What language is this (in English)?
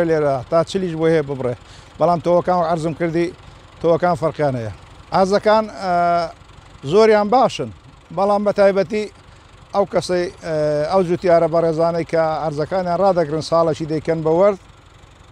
Central Kurdish